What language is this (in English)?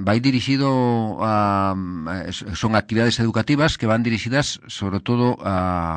Galician